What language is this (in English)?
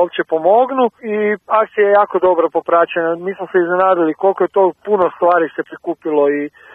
Croatian